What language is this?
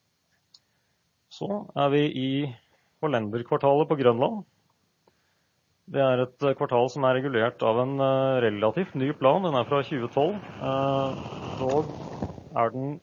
Norwegian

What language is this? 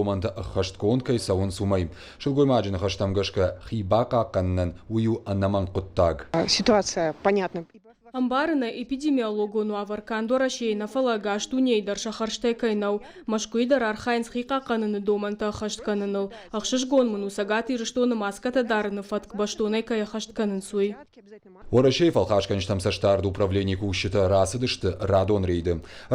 Ossetic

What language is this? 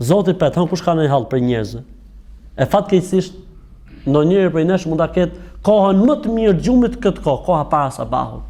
Albanian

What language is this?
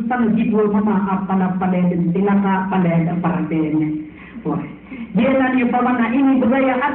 Maranao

